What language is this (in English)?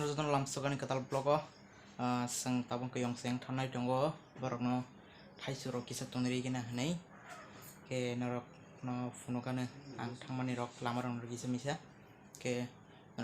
Kok Borok